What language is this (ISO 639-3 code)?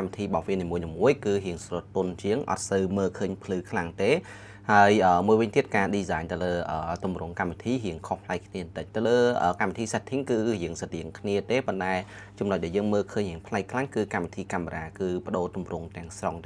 khm